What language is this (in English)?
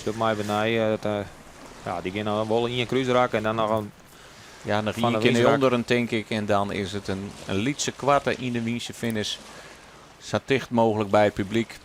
Western Frisian